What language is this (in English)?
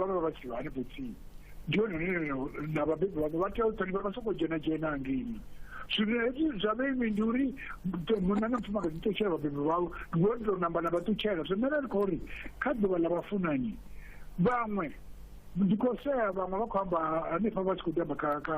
Venda